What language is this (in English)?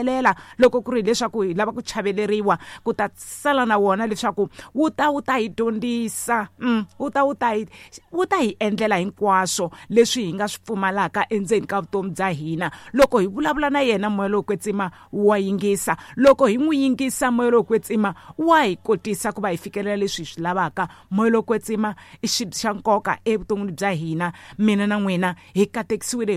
Tsonga